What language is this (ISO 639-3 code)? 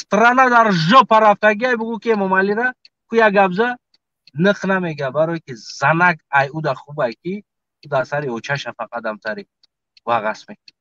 tgk